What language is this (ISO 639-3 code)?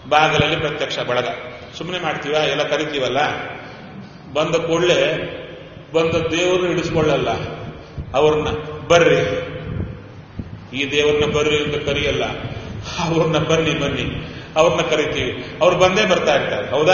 kan